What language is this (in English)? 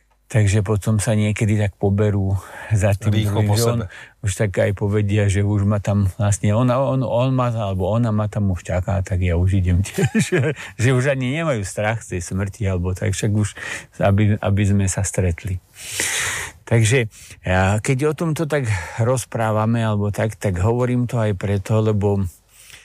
Slovak